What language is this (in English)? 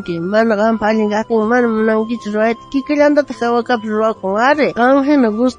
South Bolivian Quechua